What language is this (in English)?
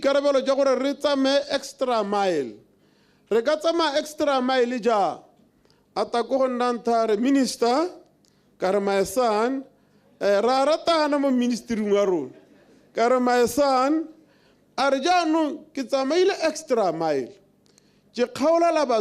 Tswana